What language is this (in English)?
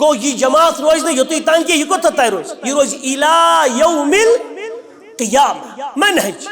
Kashmiri